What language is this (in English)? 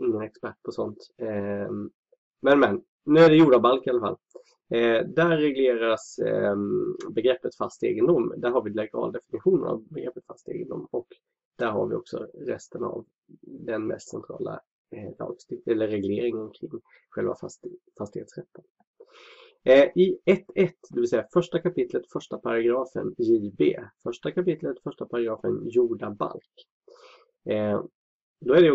Swedish